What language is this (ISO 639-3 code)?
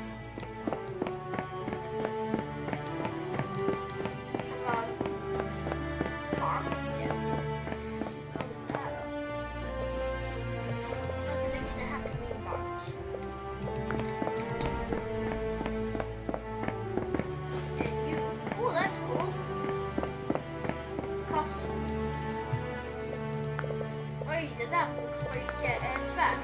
swe